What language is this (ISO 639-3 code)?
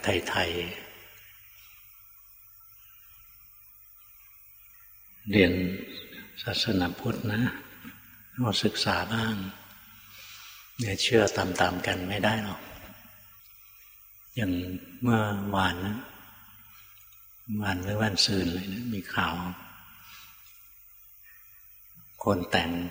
tha